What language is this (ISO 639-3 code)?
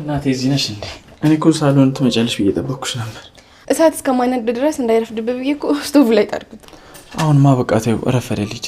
amh